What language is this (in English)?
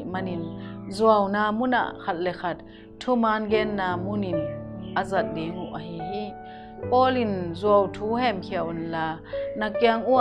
Tedim Chin